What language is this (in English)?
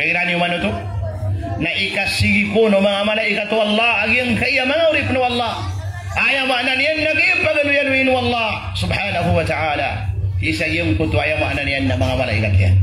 Maranao